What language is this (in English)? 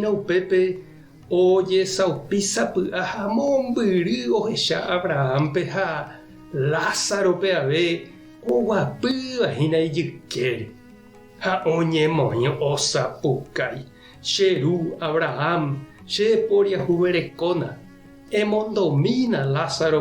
Guarani